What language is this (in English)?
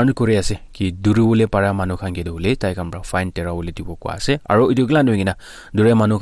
Naga Pidgin